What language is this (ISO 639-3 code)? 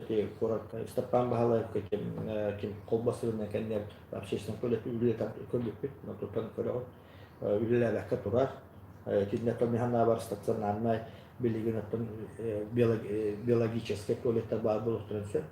sah